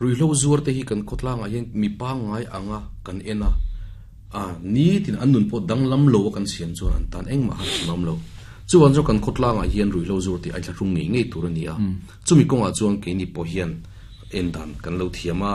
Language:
Mizo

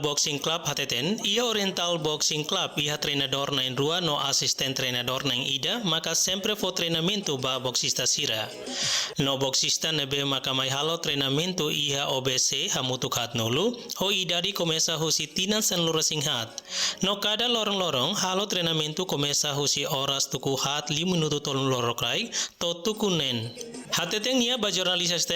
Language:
Tetum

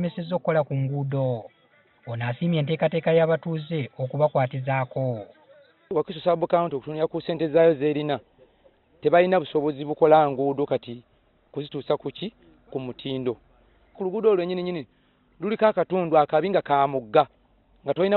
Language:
Ganda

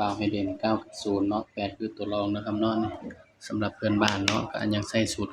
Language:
Northeastern Thai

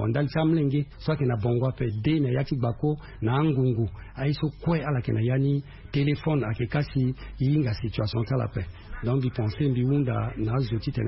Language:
Sango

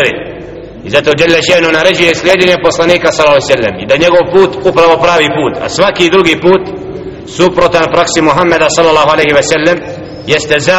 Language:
Bosnian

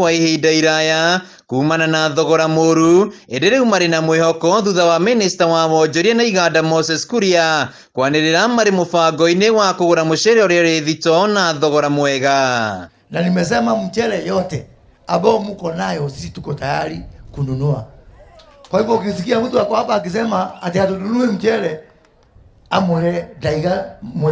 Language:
Kikuyu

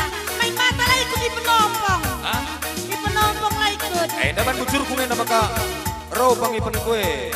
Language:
Batak Karo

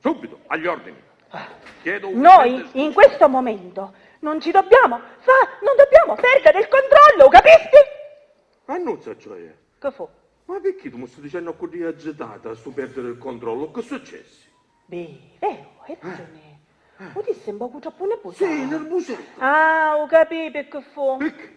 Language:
Sicilian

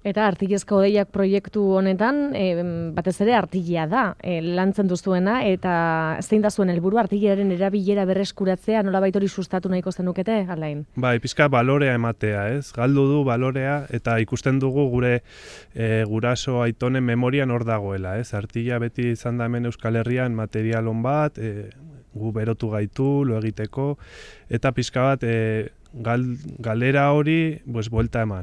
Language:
Basque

